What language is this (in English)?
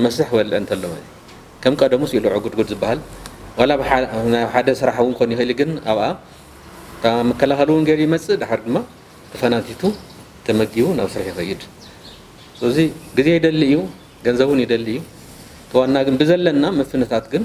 Tigrinya